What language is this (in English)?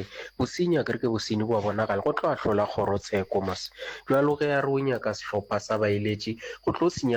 Northern Sotho